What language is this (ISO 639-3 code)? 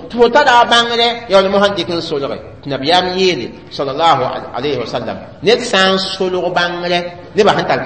mos